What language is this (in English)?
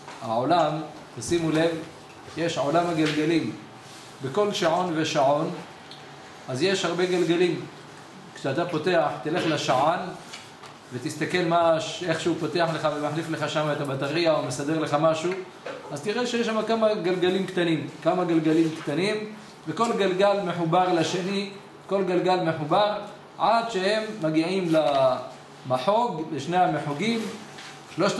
Hebrew